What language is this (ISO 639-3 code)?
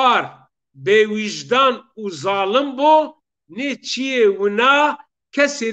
zza